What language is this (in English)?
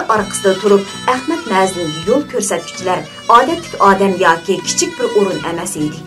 Uyghur